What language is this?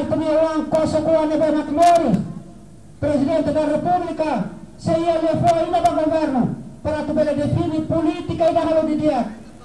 Tetum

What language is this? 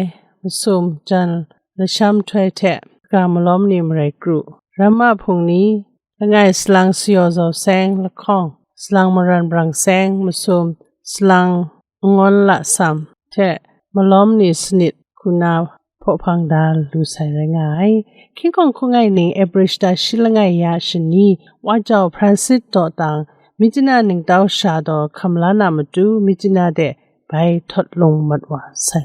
Kachin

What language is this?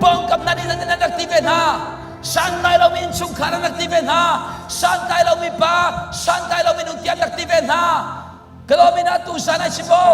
Hakha Chin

